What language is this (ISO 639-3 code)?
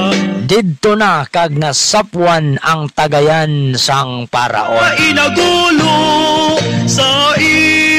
hil